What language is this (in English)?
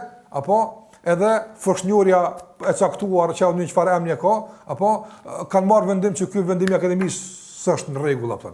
Albanian